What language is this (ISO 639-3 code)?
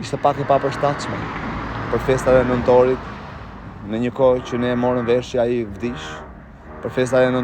sqi